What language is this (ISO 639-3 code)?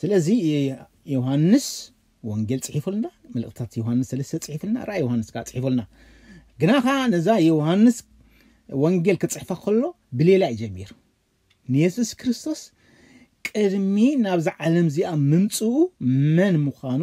tir